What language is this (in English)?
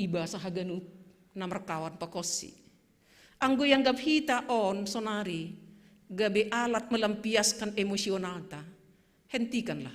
Batak Simalungun